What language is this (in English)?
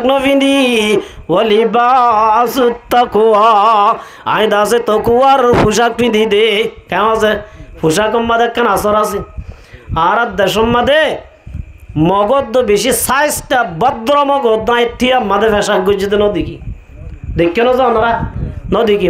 Rohingya